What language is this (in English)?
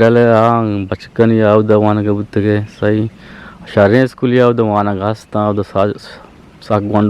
Eastern Balochi